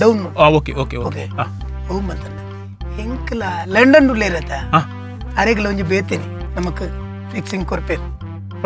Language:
Tulu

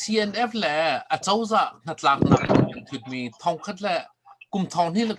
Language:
Hakha Chin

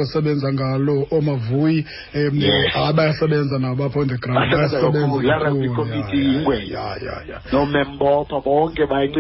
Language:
Xhosa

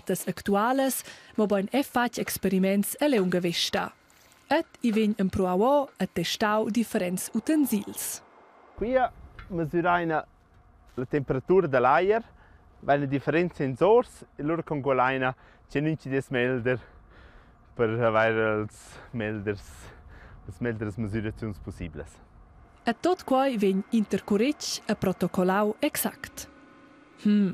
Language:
Romansh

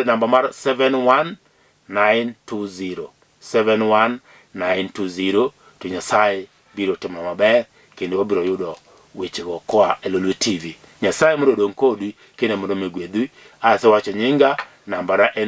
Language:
Luo (Kenya and Tanzania)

